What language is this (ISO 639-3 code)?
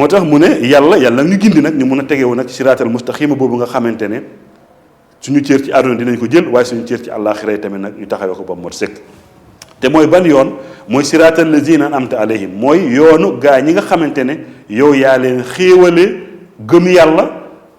wol